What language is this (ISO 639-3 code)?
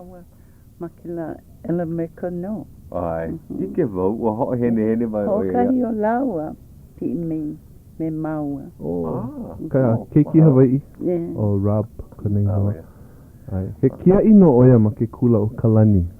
haw